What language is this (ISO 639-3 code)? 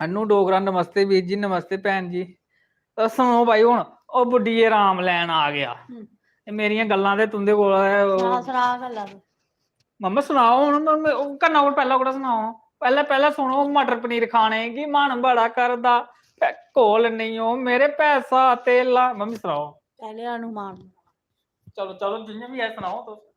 doi